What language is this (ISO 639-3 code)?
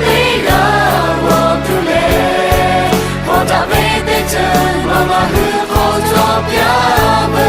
lhu